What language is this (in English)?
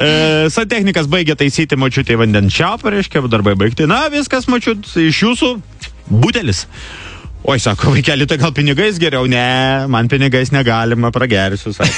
Lithuanian